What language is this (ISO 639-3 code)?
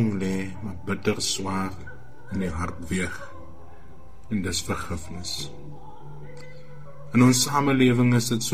afr